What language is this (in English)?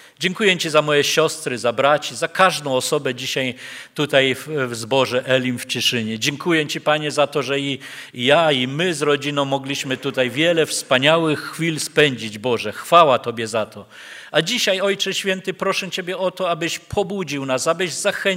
Polish